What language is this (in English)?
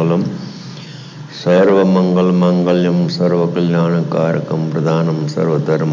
Gujarati